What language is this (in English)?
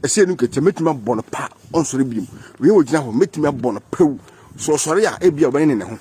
Akan